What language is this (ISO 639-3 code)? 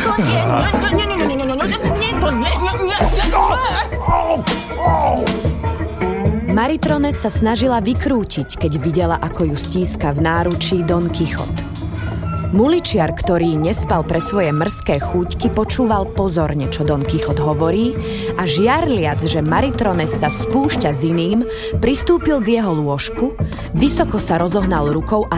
slk